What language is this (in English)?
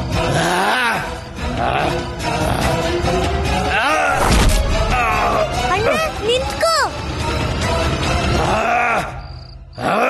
Kannada